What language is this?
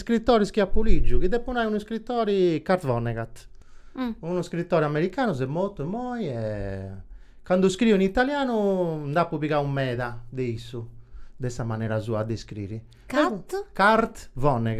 Sardinian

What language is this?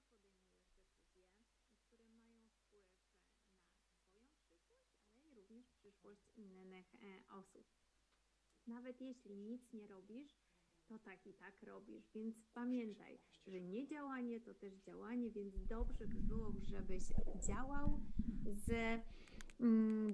Polish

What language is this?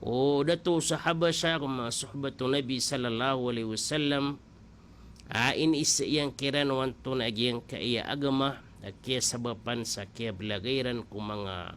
Maranao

